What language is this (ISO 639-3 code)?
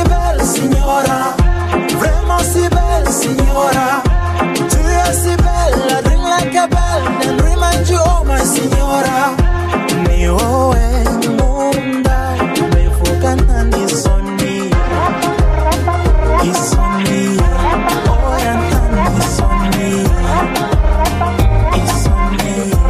kin